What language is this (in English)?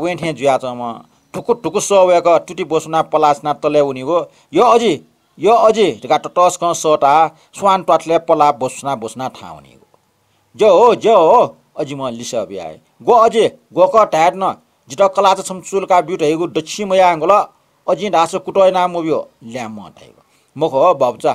Newari